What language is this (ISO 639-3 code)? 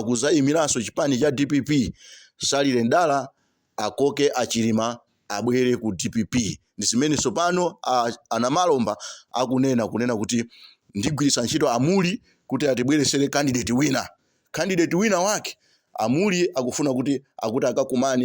nya